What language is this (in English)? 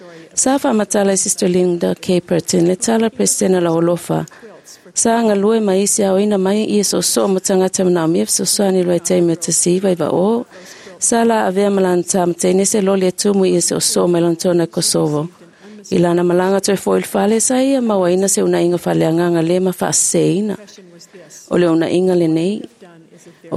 Samoan